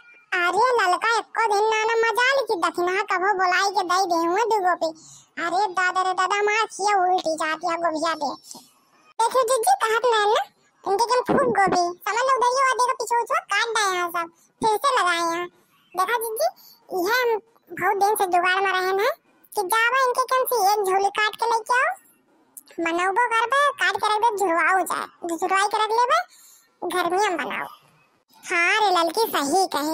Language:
Bhojpuri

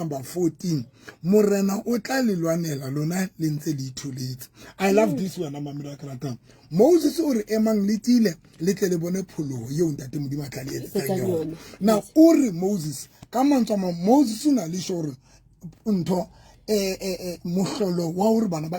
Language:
Southern Sotho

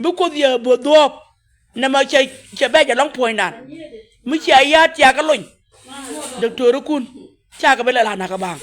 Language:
Nuer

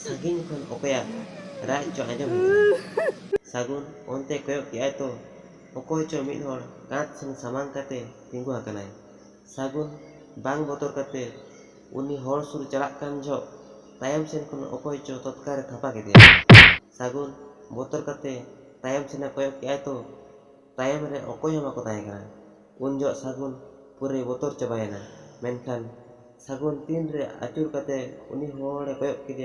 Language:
Santali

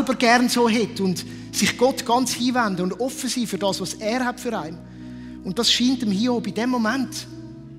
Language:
Swiss German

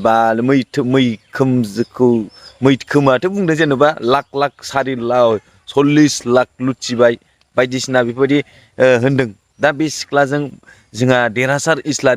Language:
Bodo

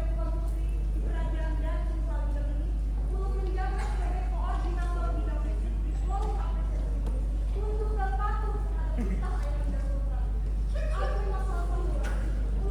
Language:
Banjar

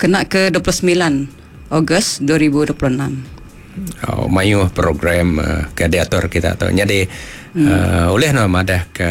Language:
Iban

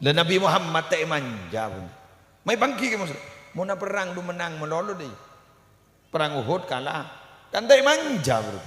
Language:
Madurese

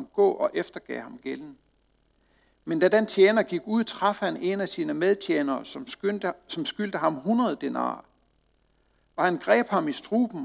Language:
Danish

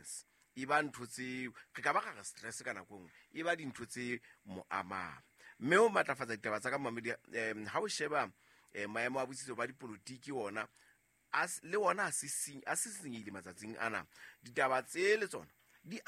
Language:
Southern Sotho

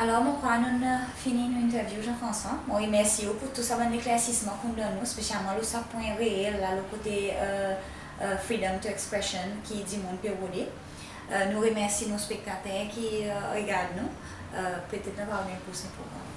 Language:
Seselwa Creole French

